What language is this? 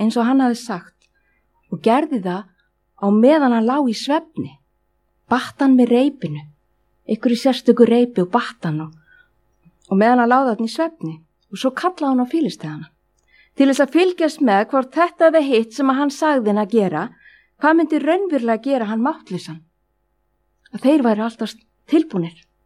Icelandic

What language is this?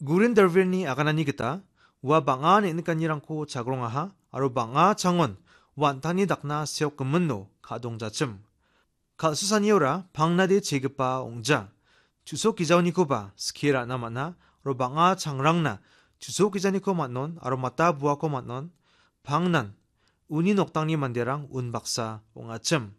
Garo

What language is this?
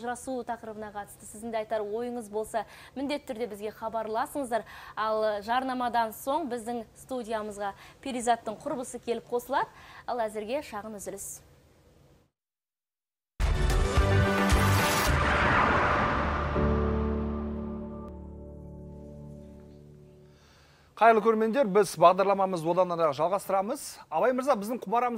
Kazakh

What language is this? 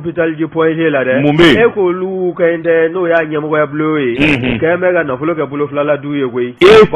Bambara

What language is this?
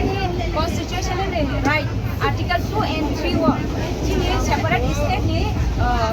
Kok Borok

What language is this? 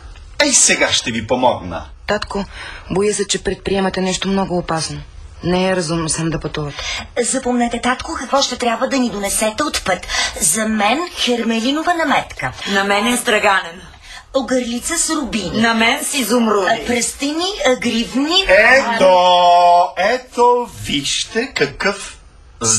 Bulgarian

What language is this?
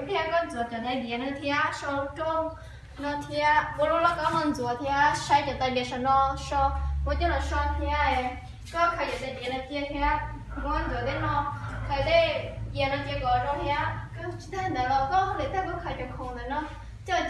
Hmong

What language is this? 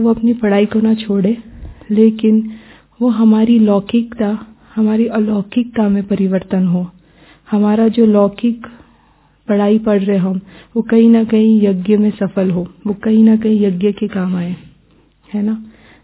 Hindi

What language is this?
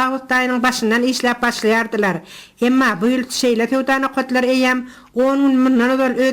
Turkmen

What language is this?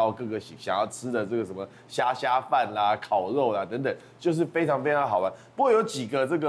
Chinese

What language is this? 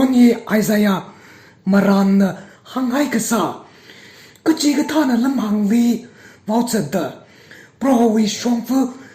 Tangkhul Naga (India)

